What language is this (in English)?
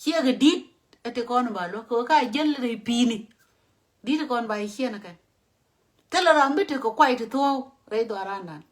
Nuer